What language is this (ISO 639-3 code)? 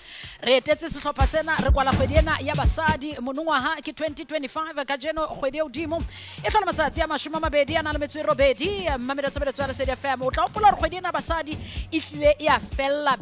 sot